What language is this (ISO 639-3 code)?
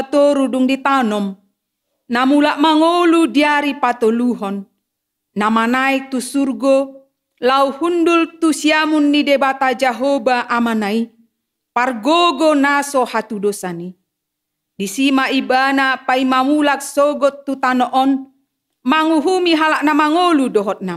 bbc